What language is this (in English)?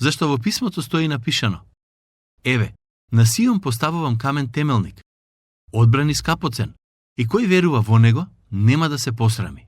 Macedonian